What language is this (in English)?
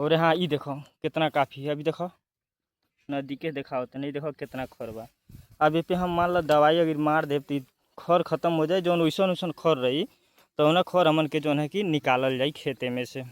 Bhojpuri